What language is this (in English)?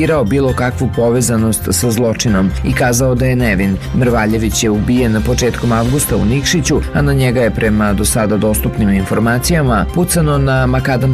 Serbian